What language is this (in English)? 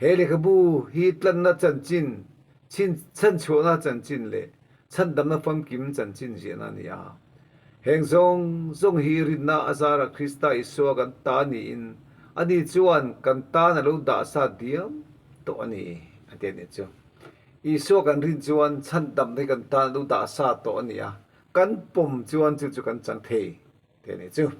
Mizo